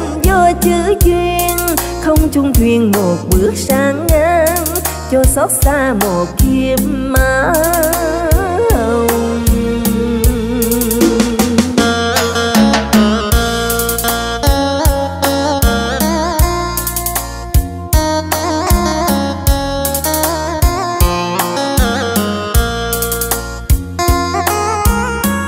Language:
Vietnamese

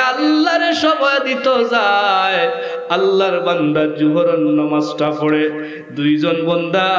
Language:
Sylheti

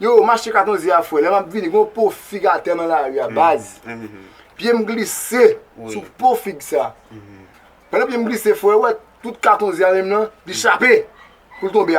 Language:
Haitian Creole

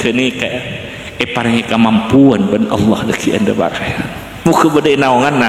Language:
Madurese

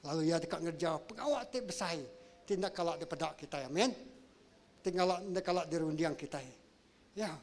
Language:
Iban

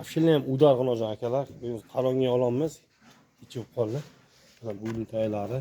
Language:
Uzbek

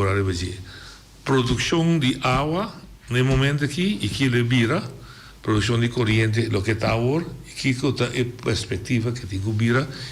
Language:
Papiamento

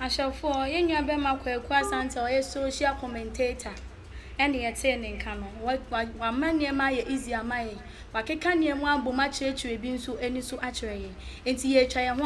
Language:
Akan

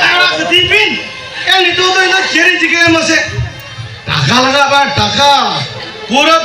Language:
Santali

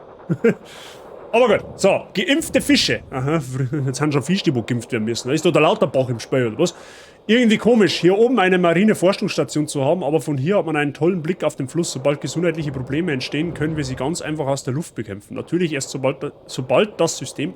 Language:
Bavarian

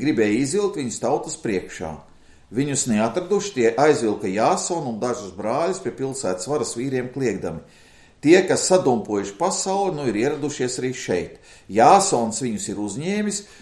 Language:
Latvian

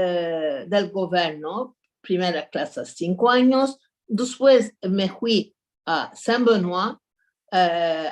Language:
Ladino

